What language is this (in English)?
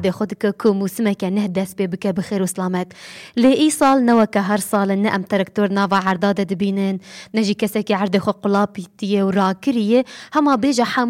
Kurdish